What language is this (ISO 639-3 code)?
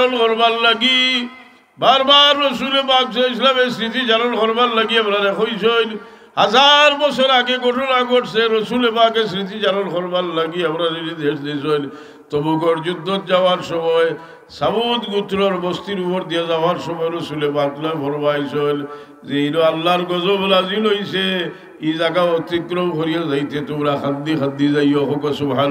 syl